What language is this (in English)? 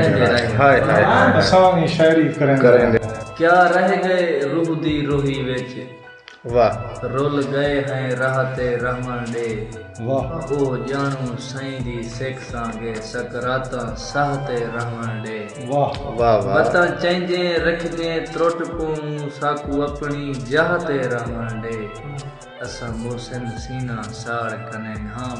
Saraiki